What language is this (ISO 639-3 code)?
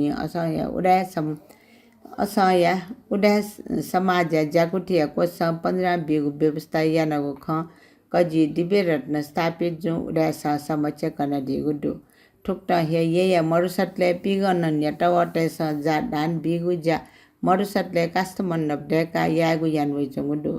new